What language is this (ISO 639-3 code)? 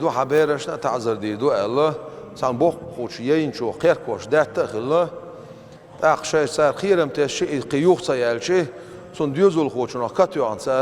che